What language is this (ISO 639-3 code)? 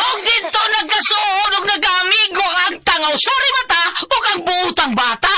ceb